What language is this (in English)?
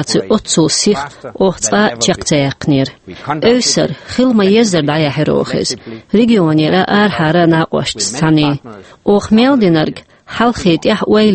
Chechen